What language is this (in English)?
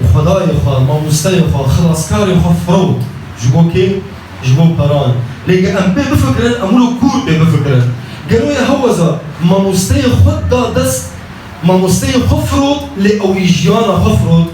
Kurdish